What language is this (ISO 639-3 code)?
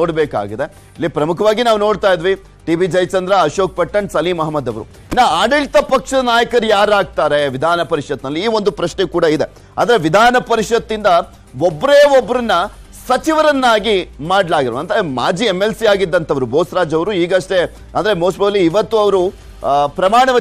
kan